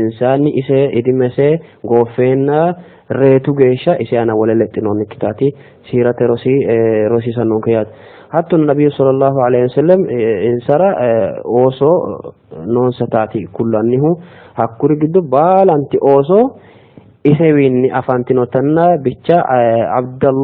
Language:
Sidamo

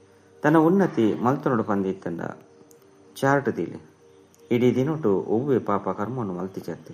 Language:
Tulu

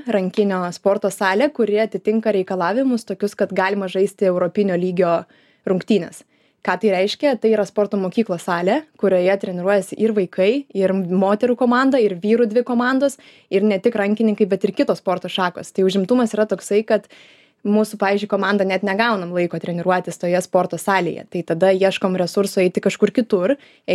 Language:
Lithuanian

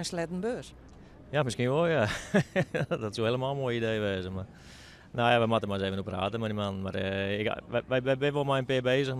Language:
Western Frisian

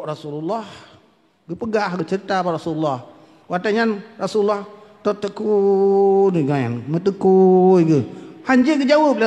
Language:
Achinese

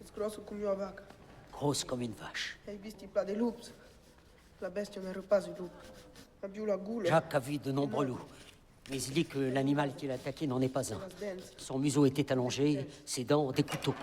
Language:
Occitan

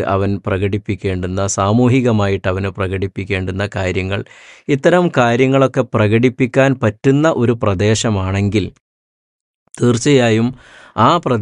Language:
Malayalam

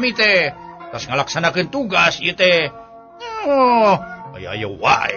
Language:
Sundanese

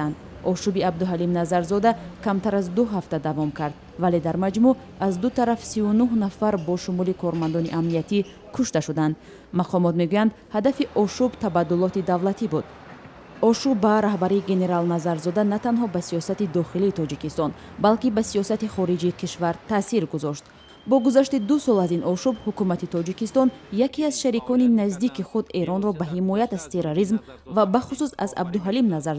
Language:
Tajik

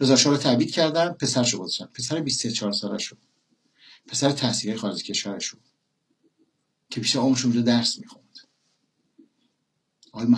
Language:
Persian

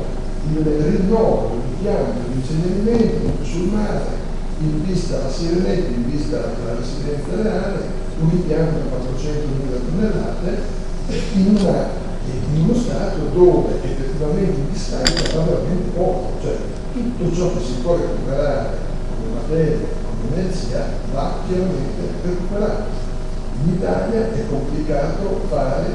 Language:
Italian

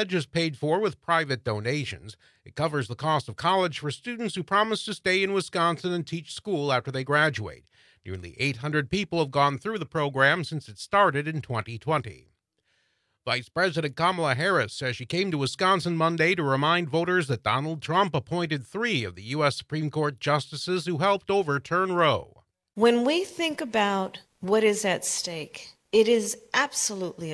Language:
English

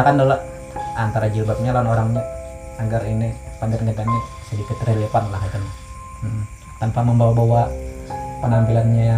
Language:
Banjar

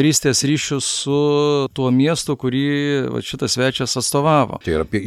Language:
Lithuanian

